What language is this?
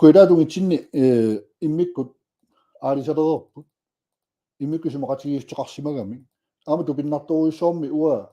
Kalaallisut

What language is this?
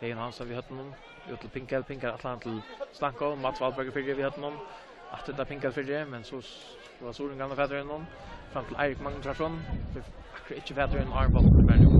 Faroese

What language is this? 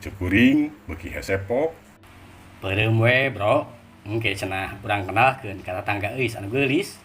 Sundanese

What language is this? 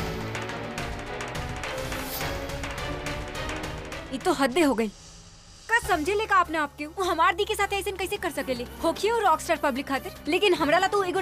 Bhojpuri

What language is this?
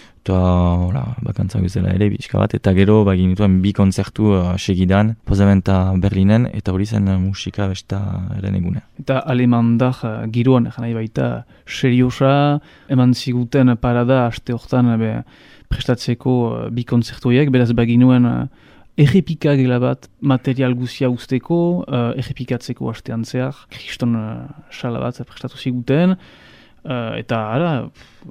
Basque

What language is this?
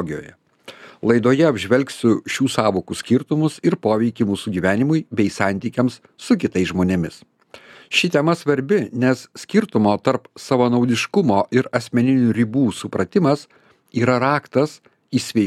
Lithuanian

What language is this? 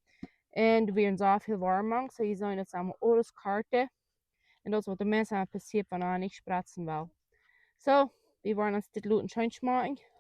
Plautdietsch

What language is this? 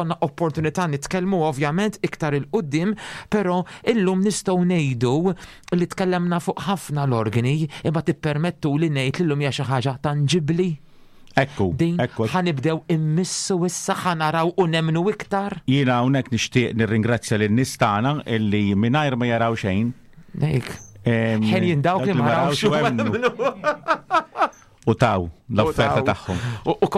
Maltese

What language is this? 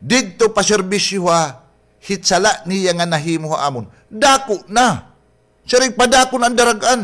Waray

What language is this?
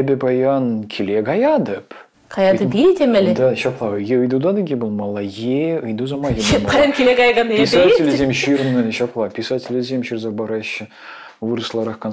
Chuvash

